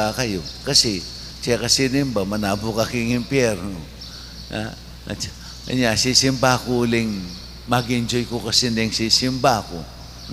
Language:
Pampanga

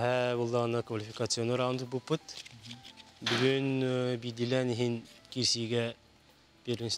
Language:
Yakut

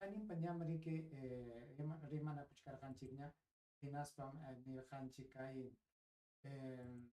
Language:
Ayacucho Quechua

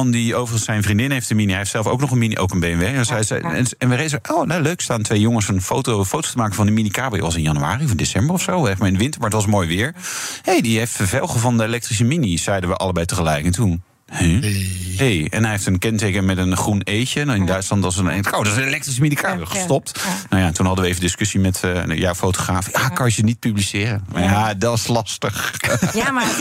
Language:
Dutch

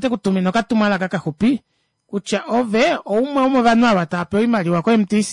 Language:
Kuanyama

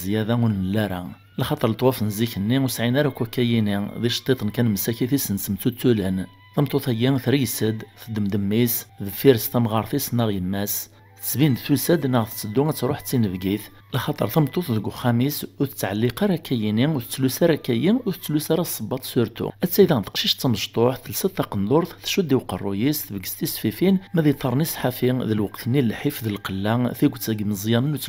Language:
Kabyle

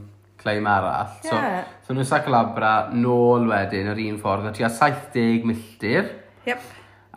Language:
Welsh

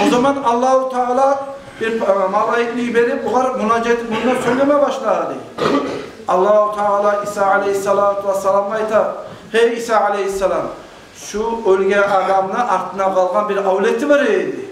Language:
Kumyk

